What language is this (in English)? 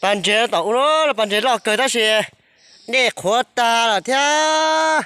Hmong